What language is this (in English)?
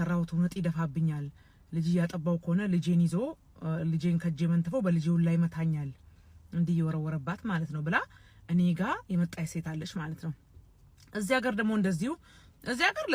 Amharic